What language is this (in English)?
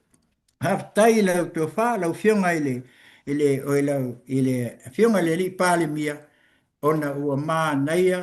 Samoan